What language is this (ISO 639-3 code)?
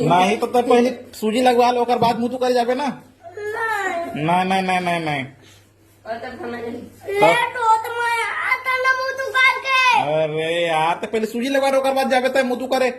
hne